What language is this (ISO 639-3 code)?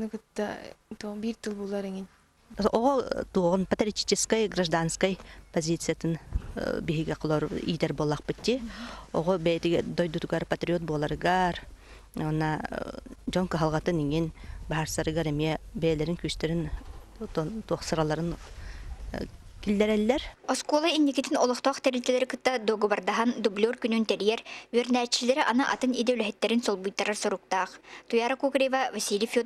sah